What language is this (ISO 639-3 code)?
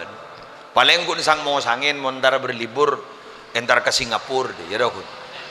mad